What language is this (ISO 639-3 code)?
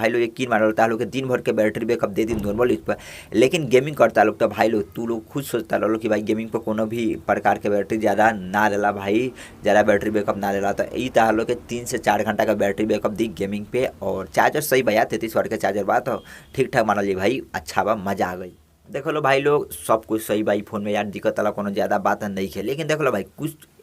bho